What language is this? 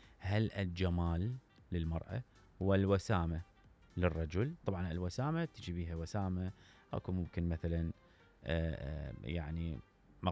Mesopotamian Arabic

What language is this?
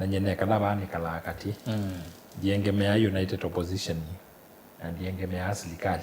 Kamba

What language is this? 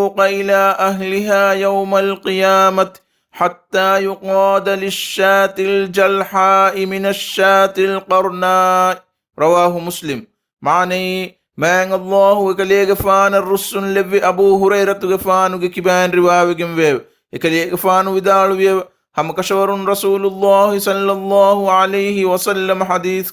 Divehi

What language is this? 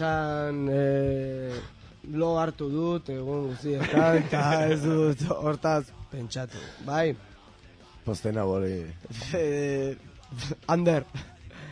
Basque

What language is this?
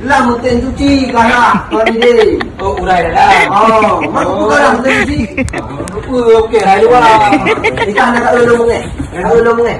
Achinese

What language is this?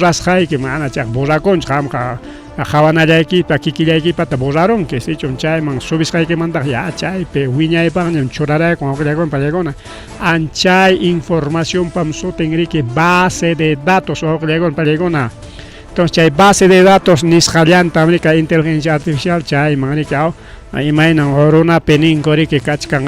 Ayacucho Quechua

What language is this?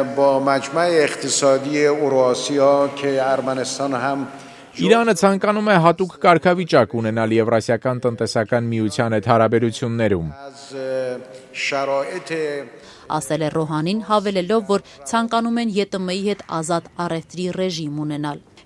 Armenian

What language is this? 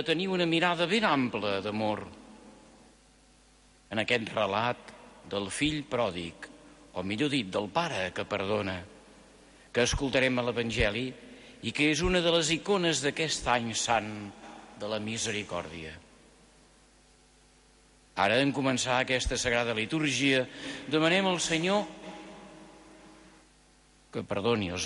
Catalan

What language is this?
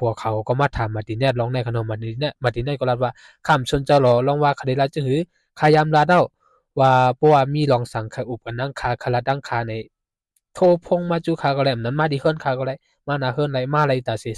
Shan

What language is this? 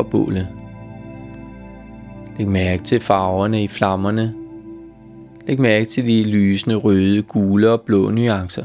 Danish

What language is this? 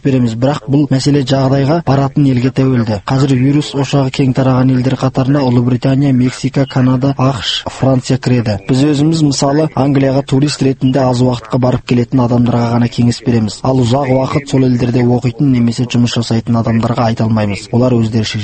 Kazakh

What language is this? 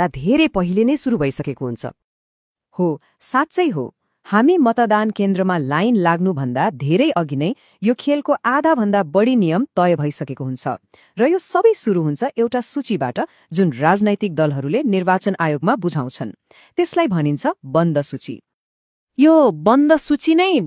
Nepali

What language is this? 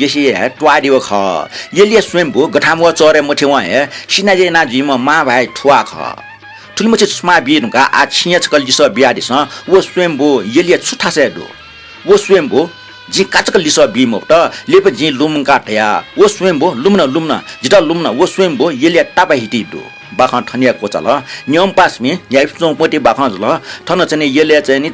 Newari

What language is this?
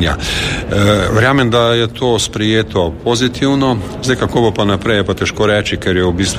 Slovenian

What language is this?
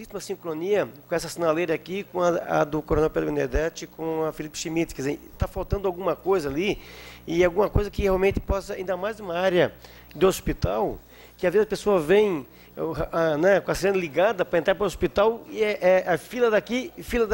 Portuguese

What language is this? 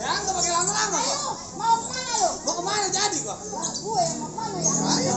Betawi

